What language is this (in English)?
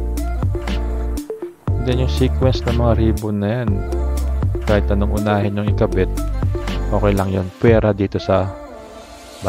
Filipino